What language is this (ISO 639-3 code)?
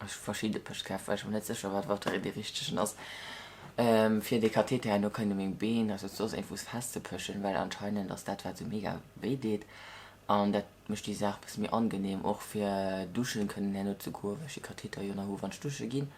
ltz